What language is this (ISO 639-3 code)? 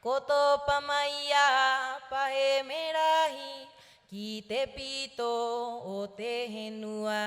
rap